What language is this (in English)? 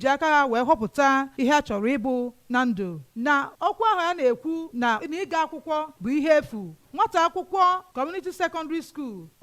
Igbo